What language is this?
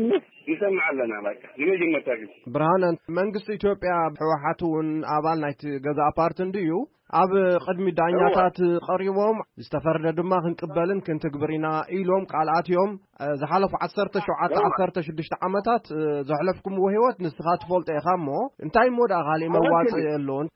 Tigrinya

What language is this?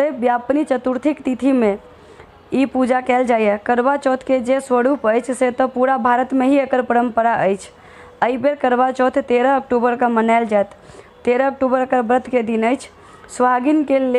Maithili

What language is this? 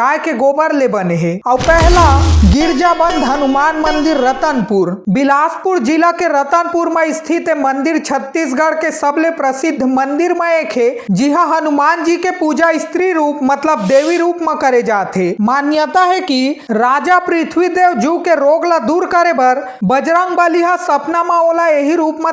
Chhattisgarhi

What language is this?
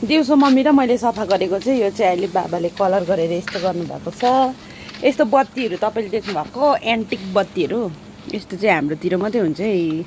Nepali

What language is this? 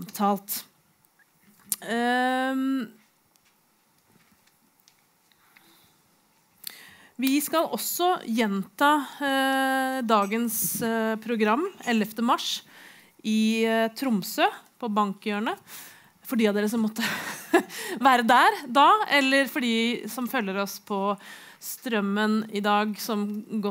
Norwegian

